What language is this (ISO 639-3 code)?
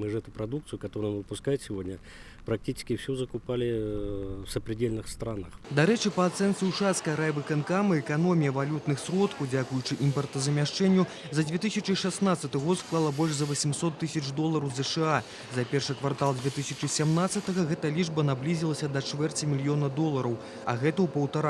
bel